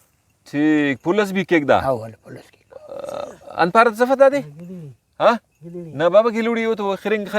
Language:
Brahui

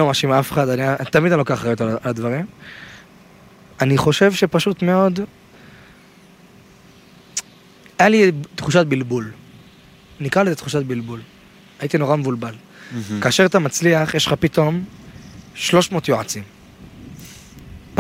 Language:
Hebrew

